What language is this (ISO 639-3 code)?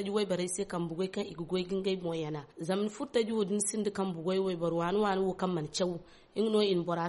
dje